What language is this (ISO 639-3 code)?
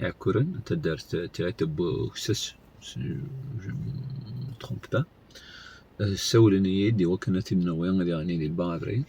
kab